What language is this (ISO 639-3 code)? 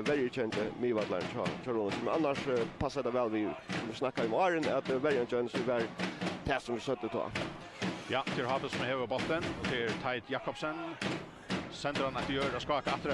fao